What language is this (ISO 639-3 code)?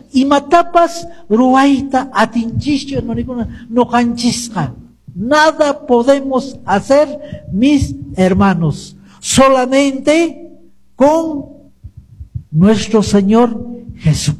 que